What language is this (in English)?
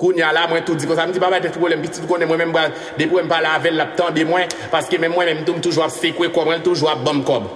Haitian Creole